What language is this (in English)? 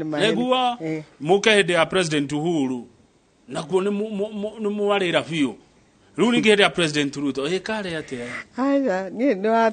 Kikuyu